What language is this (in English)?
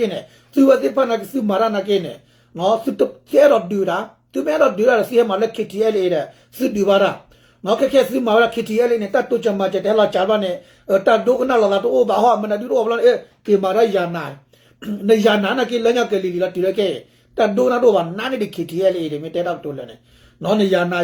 S'gaw Karen